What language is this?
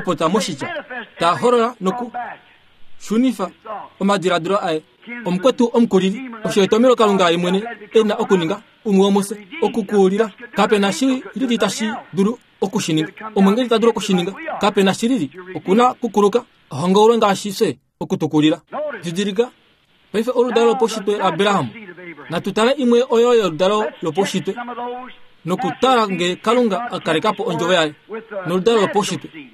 Kuanyama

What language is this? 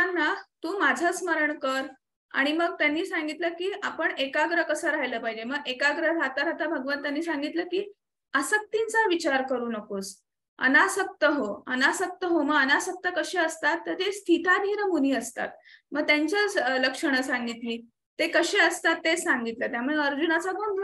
Marathi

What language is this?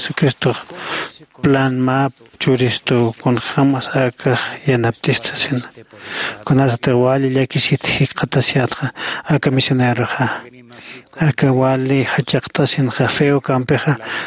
Aymara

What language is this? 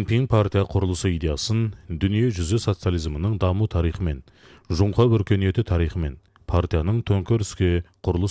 Kazakh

